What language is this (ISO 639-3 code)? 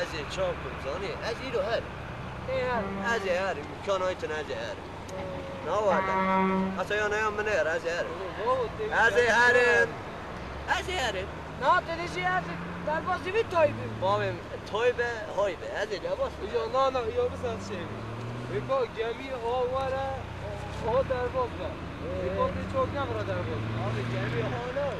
kur